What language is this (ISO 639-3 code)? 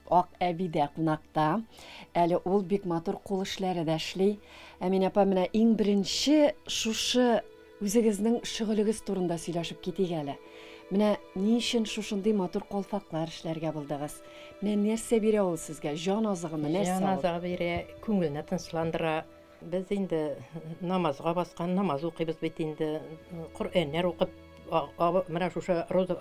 tat